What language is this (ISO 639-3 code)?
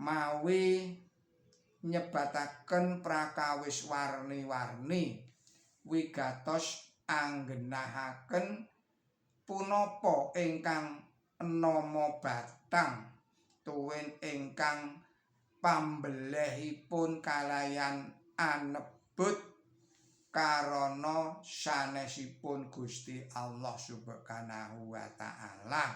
jav